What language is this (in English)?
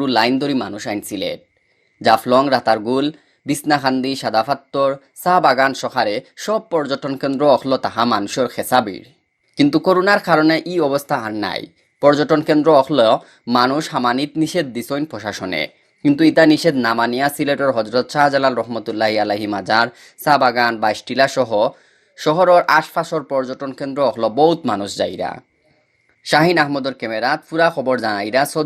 Sylheti